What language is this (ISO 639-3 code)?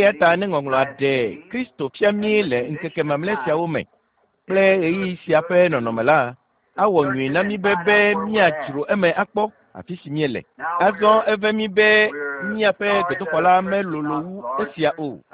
ewe